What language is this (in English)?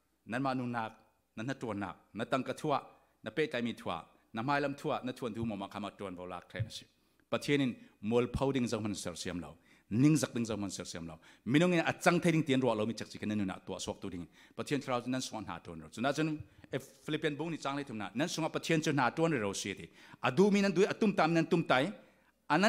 Falam Chin